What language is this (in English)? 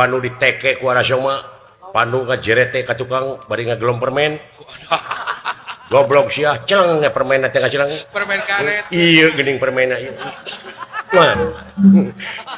Sundanese